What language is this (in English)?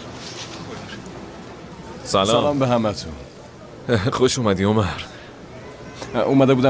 Persian